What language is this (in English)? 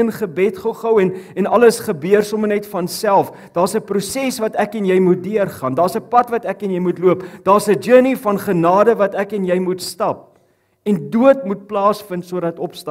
Afrikaans